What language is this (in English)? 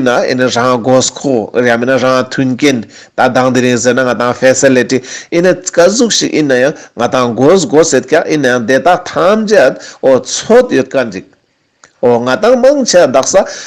Ladakhi